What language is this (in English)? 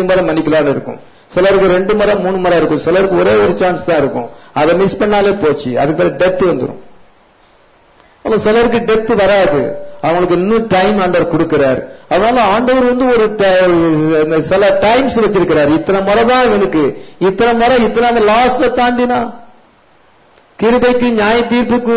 Tamil